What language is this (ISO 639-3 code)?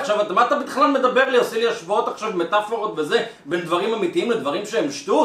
heb